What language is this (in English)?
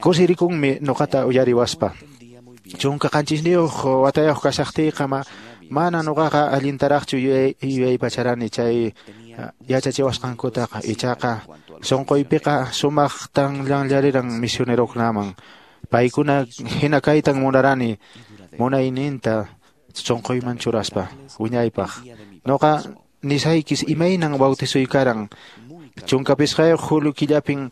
Quechua